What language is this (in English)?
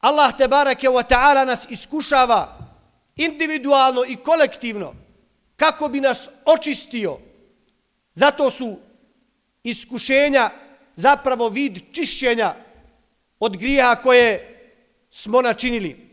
Bosnian